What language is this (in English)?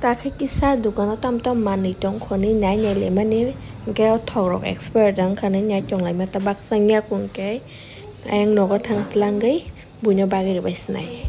Kok Borok